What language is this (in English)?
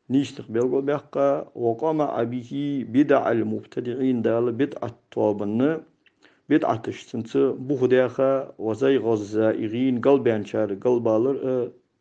Ingush